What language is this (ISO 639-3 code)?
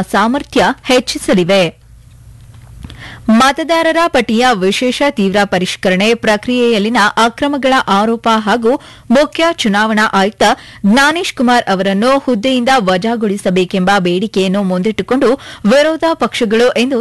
kan